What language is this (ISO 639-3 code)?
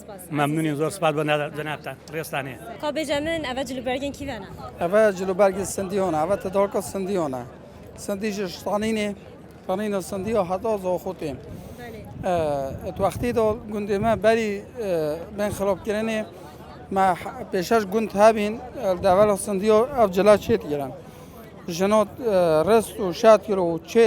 kur